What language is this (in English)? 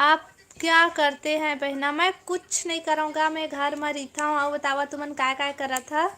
Chhattisgarhi